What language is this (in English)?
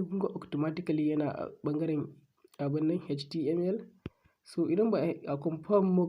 Hausa